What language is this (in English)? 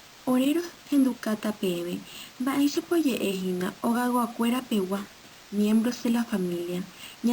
Guarani